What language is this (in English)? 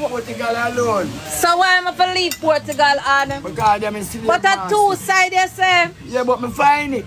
Jamaican Creole English